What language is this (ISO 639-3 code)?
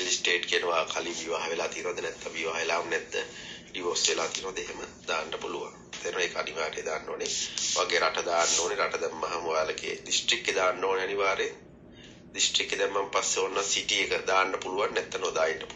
sin